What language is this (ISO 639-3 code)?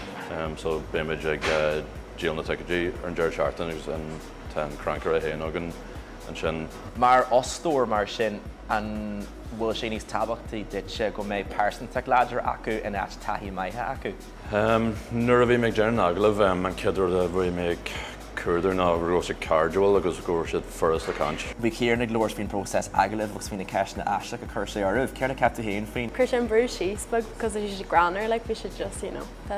gle